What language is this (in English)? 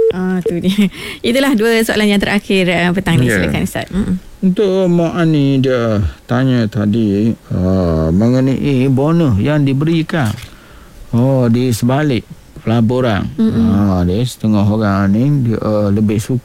Malay